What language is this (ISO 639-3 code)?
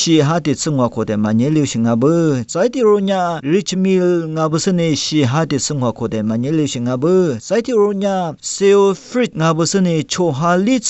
lis